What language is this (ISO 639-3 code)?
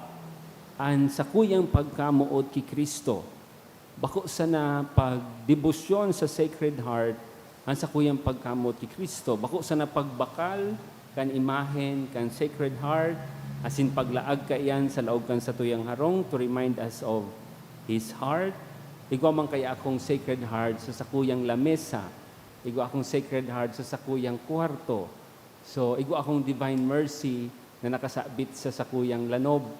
bik